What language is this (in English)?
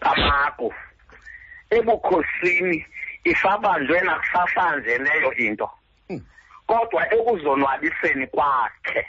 Xhosa